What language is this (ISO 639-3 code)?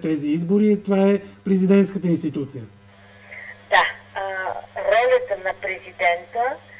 bul